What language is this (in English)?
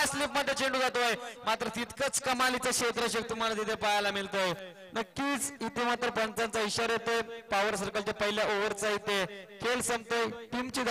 Marathi